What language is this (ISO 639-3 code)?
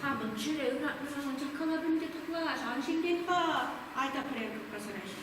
chv